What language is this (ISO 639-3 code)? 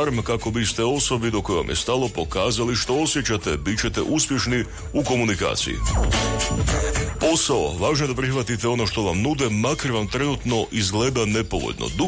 hrv